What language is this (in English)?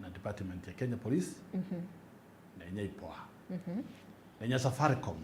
Meru